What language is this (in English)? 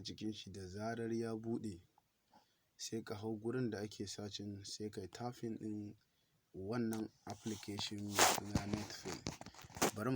Hausa